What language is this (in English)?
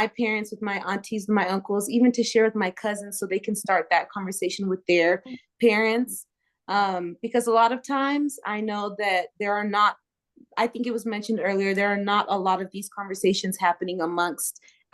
English